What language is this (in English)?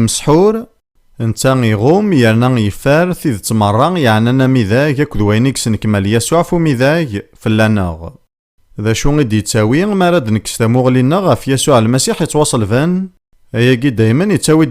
Kabyle